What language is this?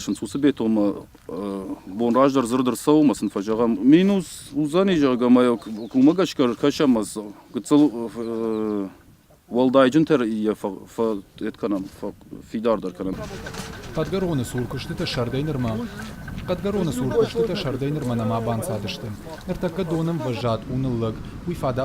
Ossetic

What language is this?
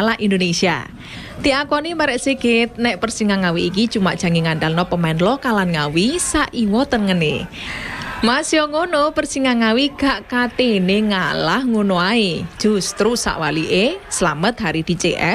Javanese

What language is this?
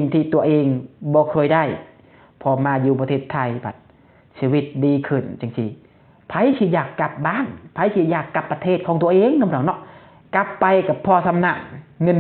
Lao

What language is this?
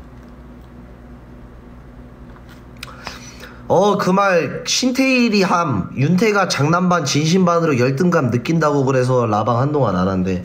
Korean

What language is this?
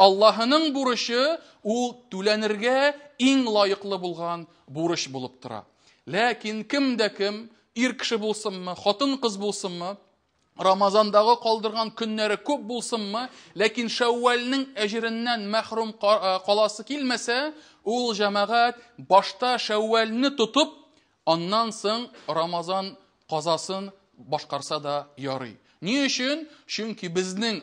Tatar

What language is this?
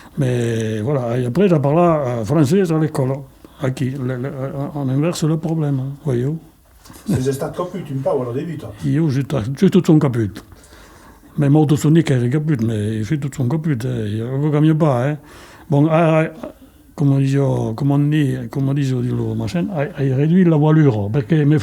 Occitan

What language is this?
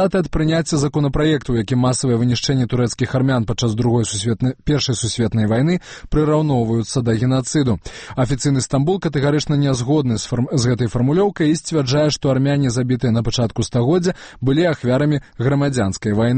Belarusian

